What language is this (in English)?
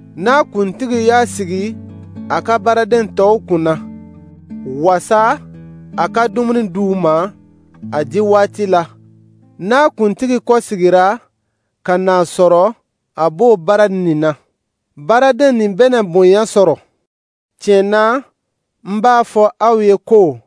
Dyula